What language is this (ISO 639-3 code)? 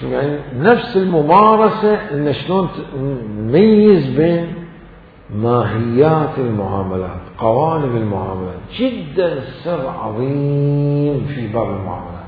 acm